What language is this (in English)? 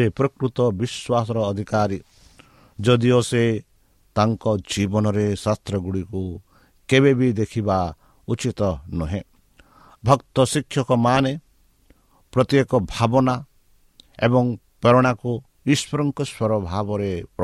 Odia